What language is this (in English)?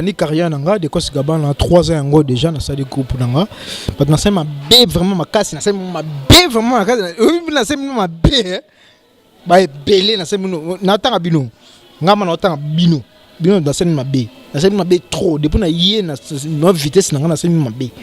Lingala